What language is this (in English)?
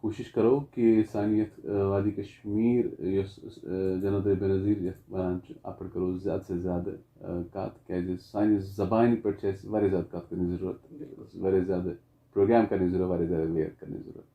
Kashmiri